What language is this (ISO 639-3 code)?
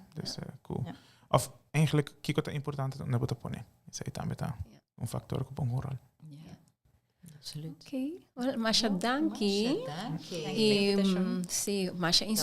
pap